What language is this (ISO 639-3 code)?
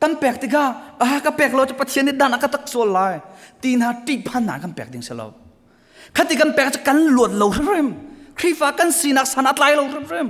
cnh